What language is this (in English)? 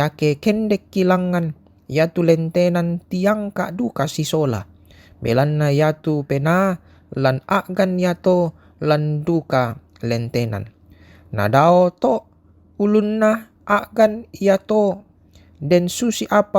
Toraja-Sa'dan